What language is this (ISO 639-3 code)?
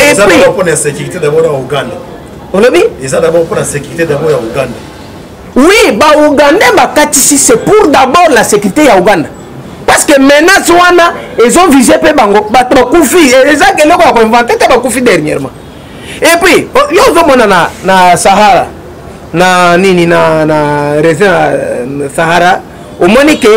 lin